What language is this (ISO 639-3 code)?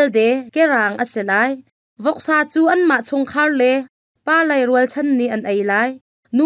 cnh